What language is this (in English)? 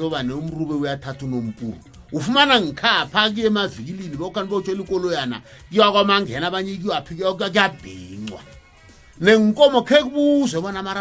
South Ndebele